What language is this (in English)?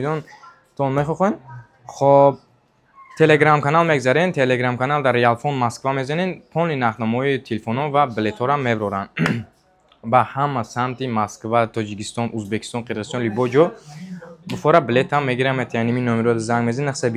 Tajik